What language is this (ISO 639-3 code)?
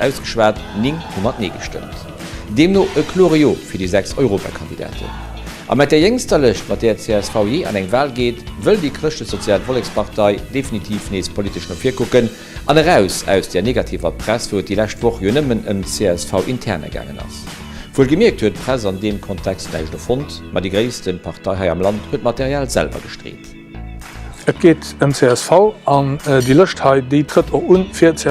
ltz